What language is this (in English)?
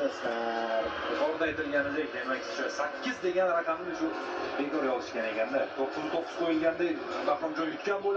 Uzbek